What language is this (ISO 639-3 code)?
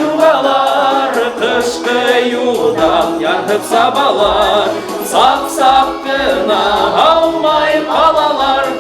bak